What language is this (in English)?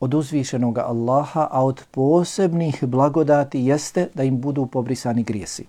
Bosnian